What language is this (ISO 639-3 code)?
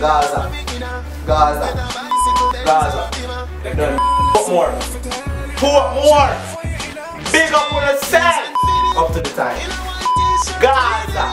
jam